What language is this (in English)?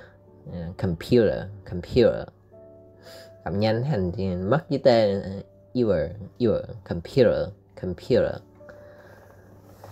Vietnamese